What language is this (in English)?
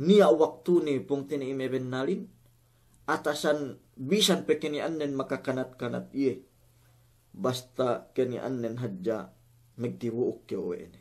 Yakan